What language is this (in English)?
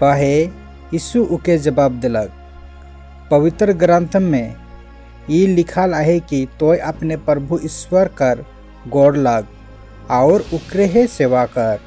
Sadri